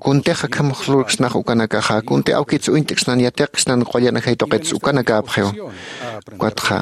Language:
Aymara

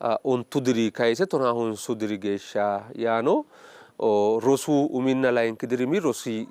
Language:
Sidamo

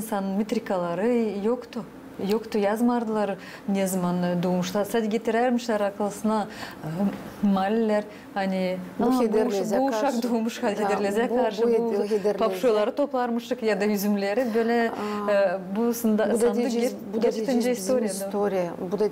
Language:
Gagauz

